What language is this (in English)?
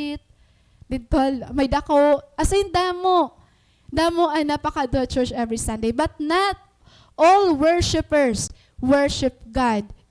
Waray